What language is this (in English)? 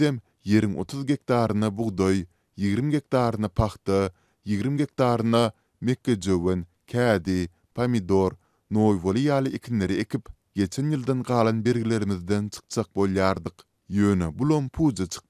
Turkmen